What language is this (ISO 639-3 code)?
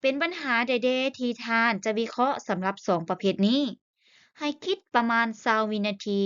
lao